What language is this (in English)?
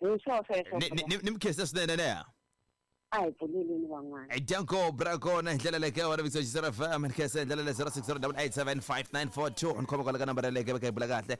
Tsonga